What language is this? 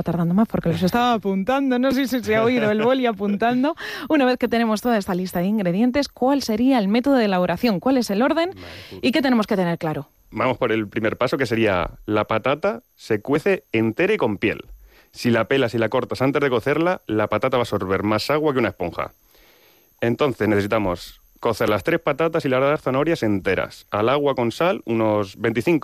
Spanish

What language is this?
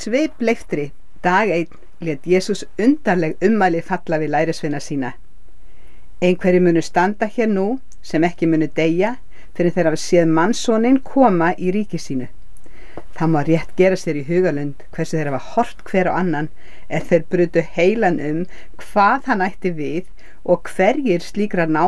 Icelandic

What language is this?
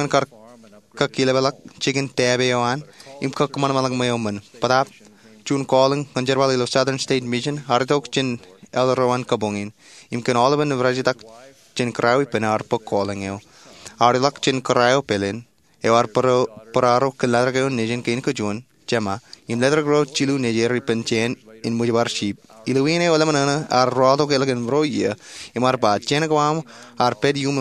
Marshallese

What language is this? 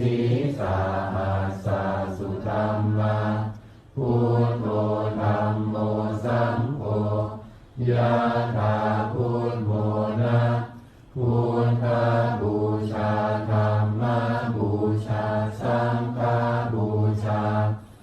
Pali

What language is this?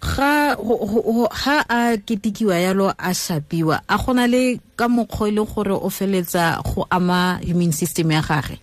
Tswana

